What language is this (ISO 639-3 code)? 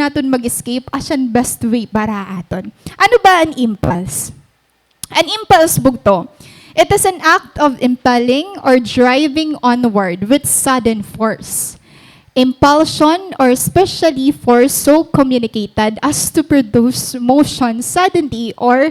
war